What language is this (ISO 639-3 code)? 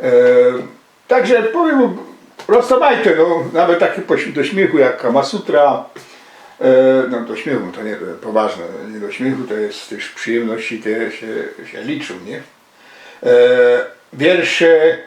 szl